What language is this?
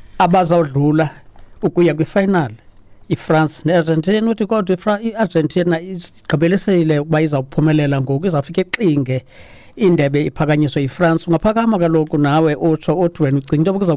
Xhosa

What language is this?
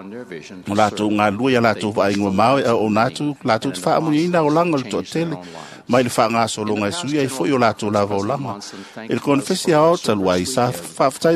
Samoan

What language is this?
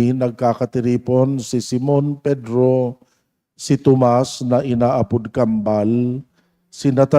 Bikol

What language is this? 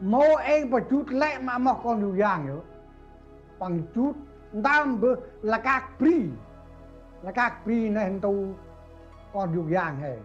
Central Mnong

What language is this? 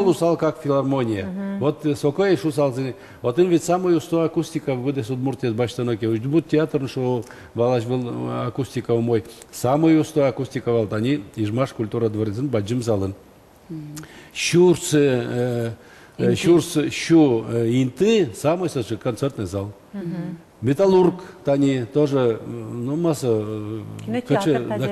Udmurt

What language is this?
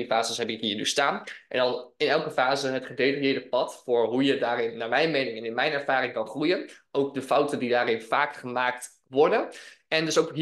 Dutch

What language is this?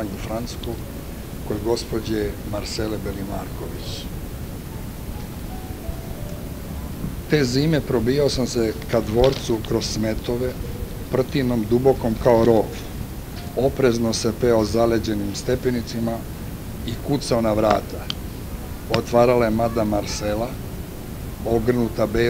Serbian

